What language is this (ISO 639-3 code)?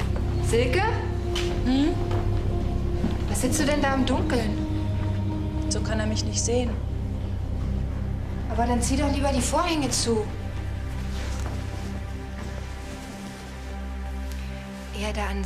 deu